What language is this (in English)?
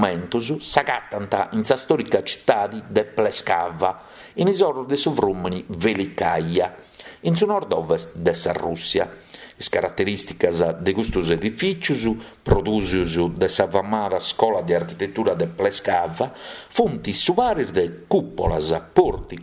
Sardinian